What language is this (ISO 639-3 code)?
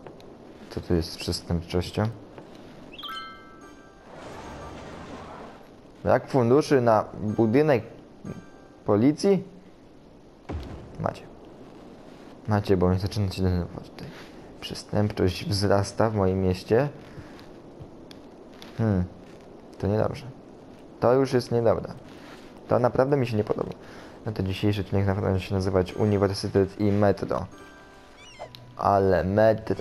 pol